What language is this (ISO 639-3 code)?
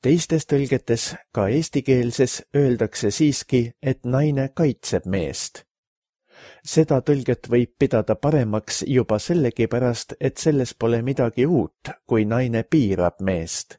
est